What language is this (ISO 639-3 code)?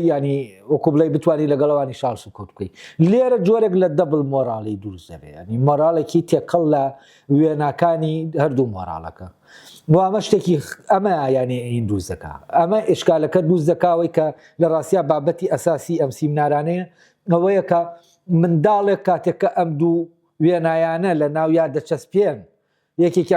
ckb